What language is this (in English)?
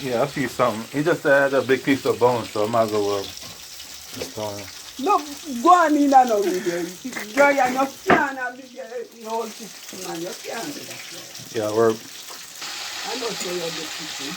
Jamaican Creole English